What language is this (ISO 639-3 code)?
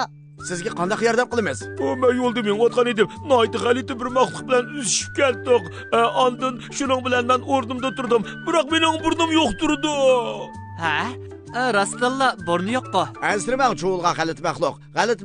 uig